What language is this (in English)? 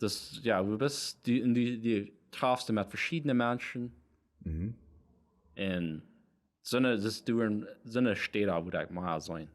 Plautdietsch